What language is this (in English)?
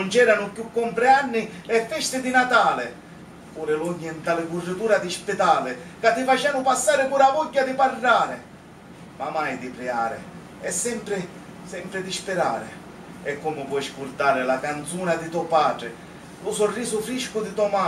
Sicilian